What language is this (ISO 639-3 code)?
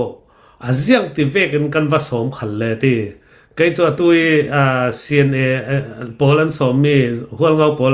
cnh